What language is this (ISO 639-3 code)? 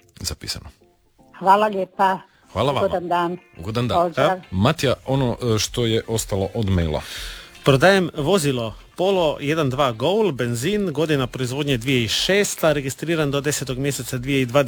hrv